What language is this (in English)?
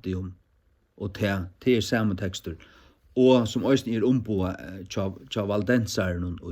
Faroese